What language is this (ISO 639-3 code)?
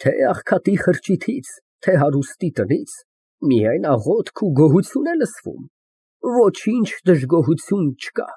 hye